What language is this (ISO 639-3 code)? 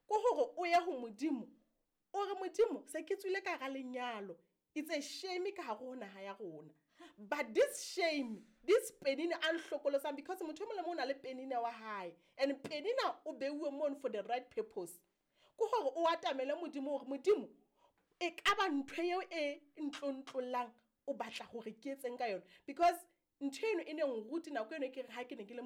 sot